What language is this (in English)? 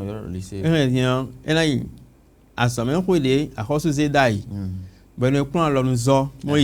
Fon